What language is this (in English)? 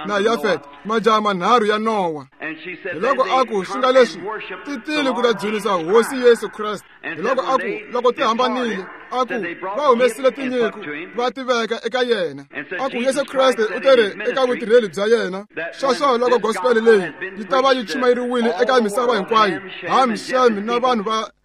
Tsonga